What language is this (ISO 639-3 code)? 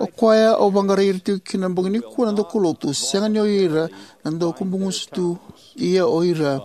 fij